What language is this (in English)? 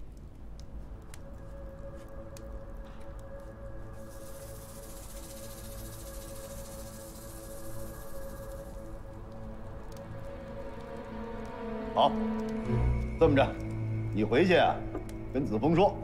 Chinese